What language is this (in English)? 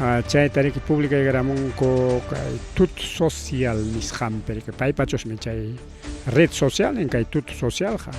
Ayacucho Quechua